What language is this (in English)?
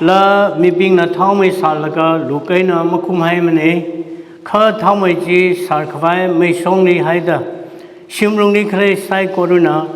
Tangkhul Naga (India)